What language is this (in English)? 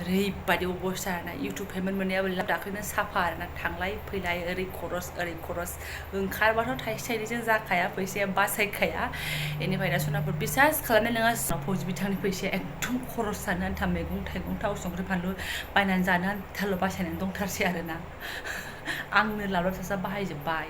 Bodo